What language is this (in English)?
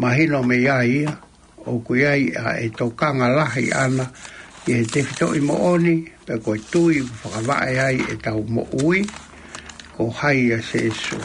Tongan